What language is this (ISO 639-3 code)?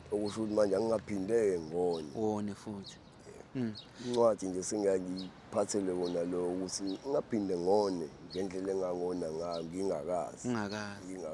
zul